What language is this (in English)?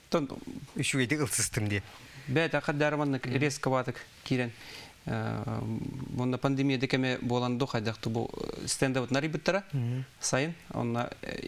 Yakut